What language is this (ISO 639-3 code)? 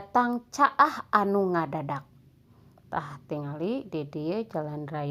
sun